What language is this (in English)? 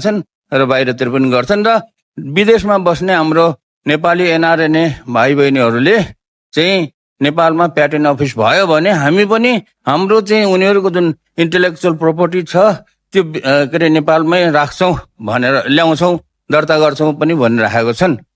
Nepali